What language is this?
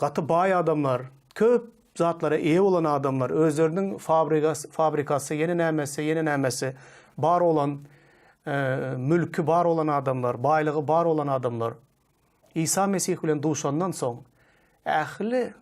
Turkmen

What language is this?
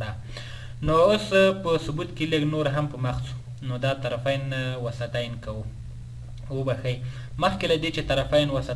Pashto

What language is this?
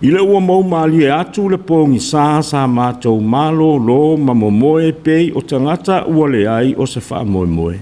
Samoan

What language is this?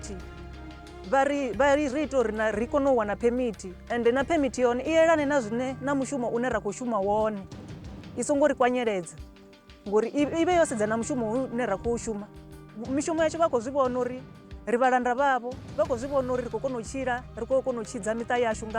Venda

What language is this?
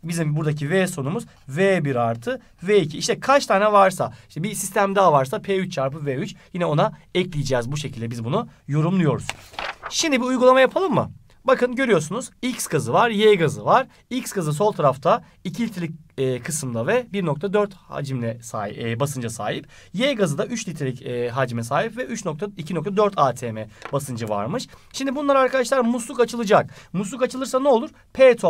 Turkish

